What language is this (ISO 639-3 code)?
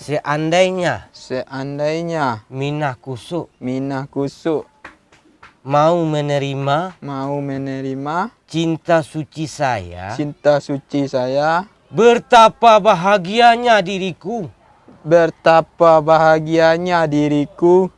min